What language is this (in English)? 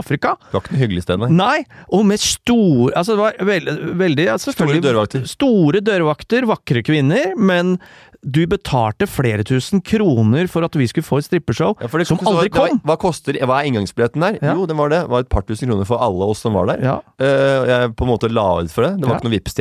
Norwegian